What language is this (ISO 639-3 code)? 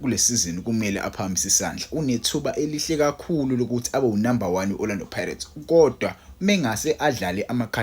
zul